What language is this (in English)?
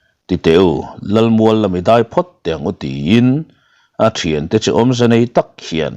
Mizo